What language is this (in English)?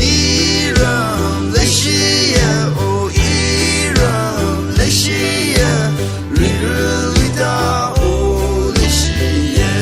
Tangkhul Naga (India)